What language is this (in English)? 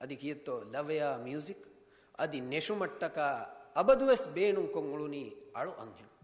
Divehi